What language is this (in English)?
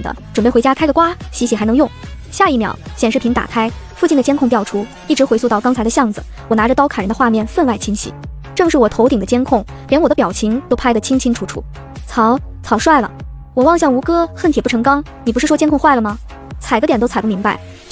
Chinese